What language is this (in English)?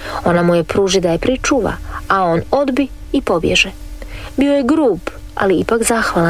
Croatian